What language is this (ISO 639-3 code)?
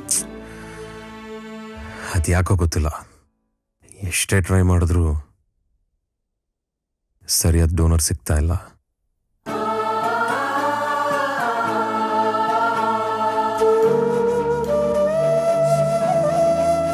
kan